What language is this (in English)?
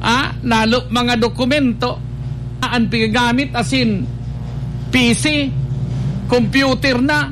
Bikol